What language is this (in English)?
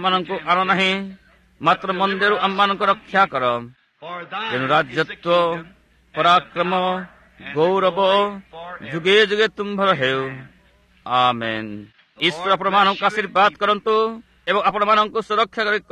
Odia